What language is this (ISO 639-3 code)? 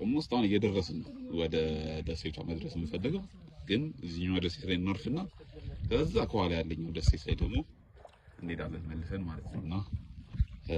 amh